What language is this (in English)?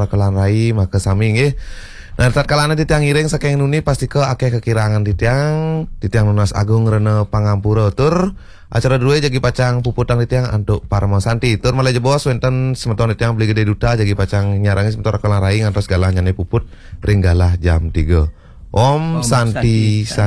Balinese